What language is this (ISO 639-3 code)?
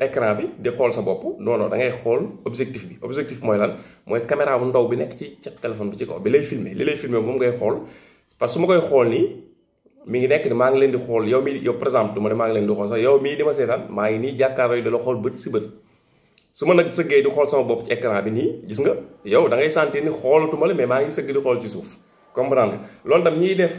wol